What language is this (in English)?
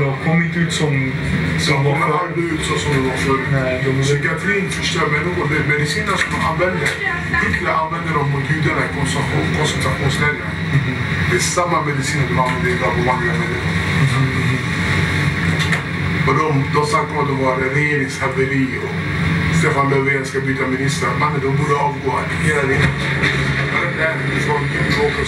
Swedish